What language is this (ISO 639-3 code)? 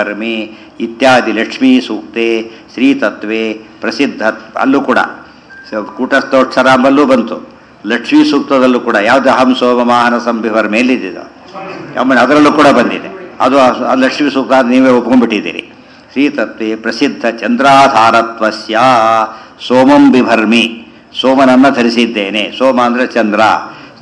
kan